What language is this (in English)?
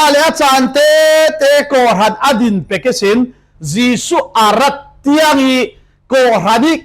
Falam Chin